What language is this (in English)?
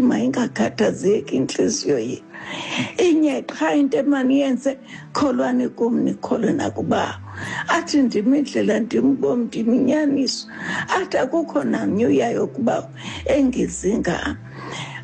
Xhosa